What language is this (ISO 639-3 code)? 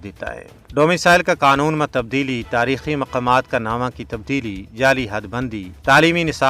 gju